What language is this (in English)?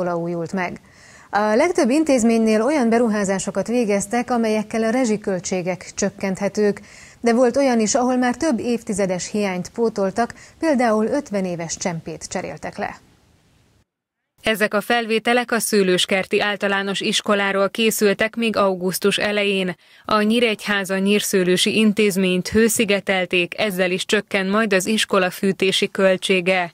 Hungarian